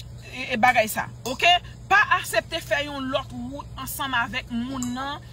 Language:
Haitian Creole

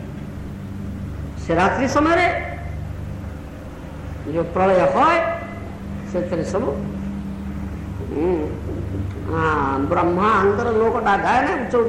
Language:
Odia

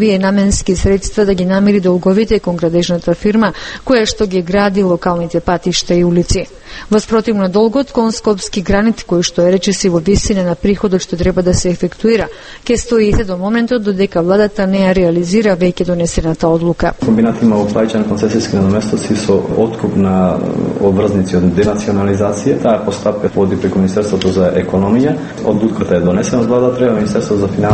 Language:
Macedonian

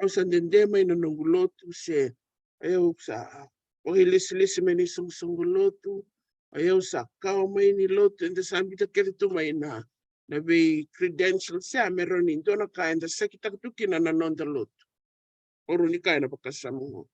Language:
Fijian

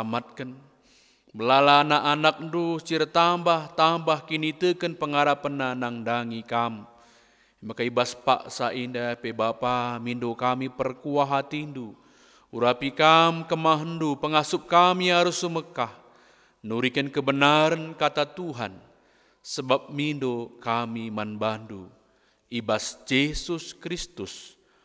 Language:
Batak Karo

